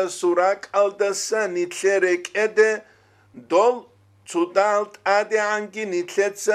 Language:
Avaric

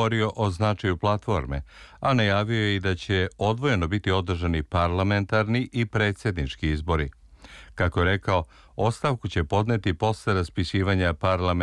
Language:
Serbian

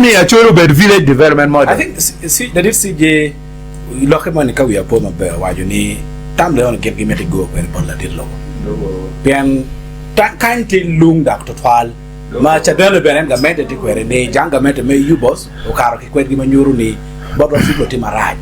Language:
Acoli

